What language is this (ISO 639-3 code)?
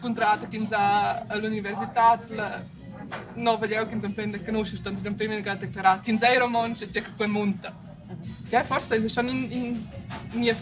roh